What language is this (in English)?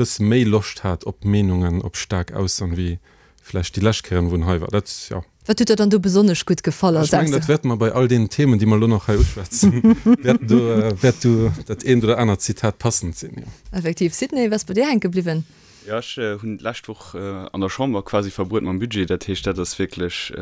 Luxembourgish